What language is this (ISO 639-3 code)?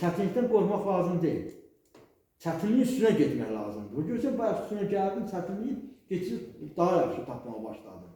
aze